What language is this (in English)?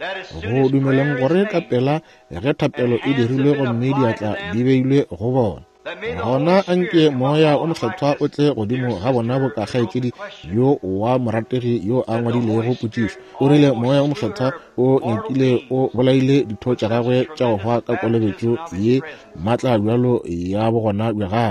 Northern Sotho